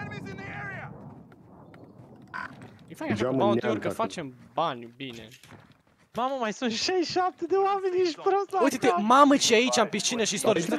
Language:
Romanian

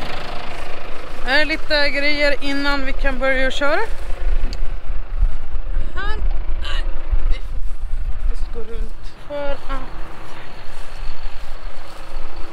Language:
Swedish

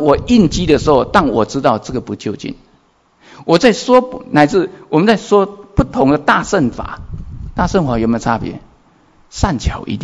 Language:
Chinese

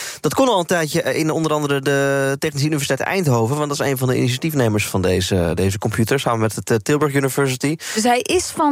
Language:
Dutch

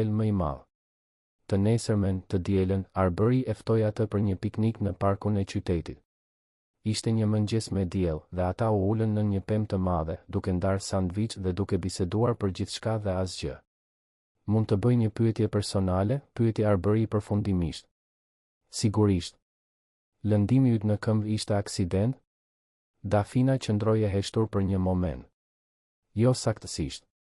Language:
Albanian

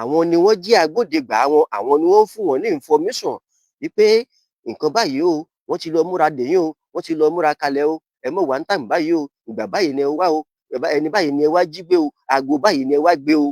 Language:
Yoruba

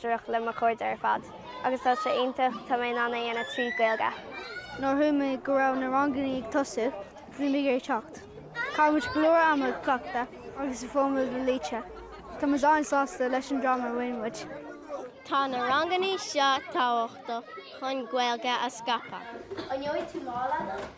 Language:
Irish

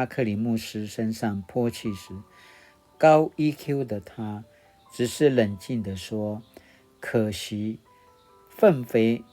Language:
Paiwan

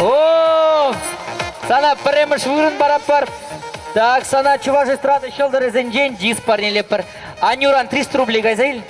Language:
Chuvash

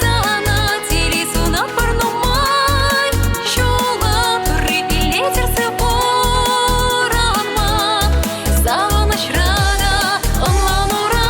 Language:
Chuvash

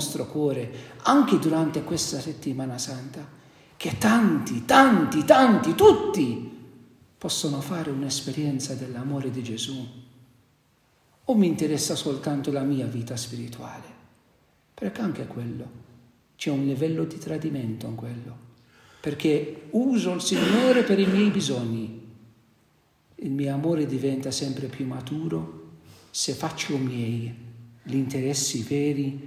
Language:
Italian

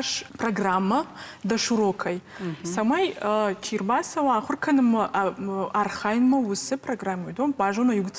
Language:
Ossetic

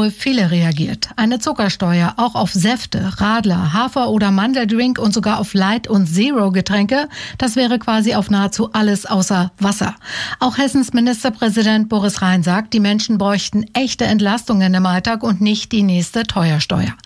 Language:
German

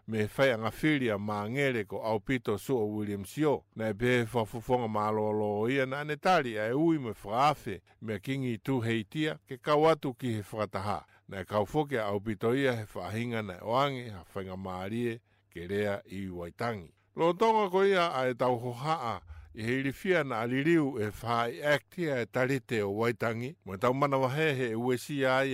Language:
Tongan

